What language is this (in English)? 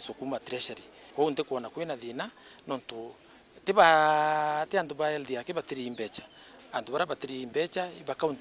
Meru